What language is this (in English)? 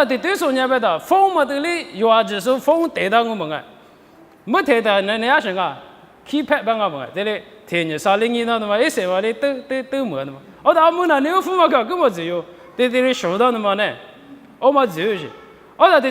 Lisu